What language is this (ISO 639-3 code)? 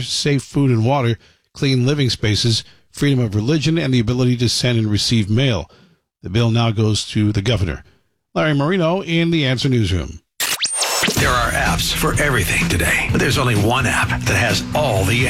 eng